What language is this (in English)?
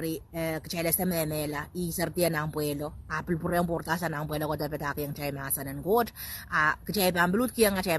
Pohnpeian